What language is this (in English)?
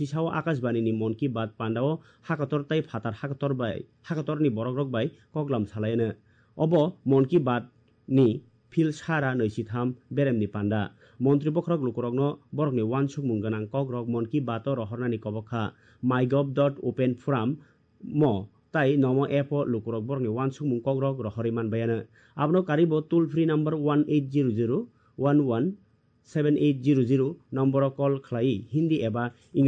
Kok Borok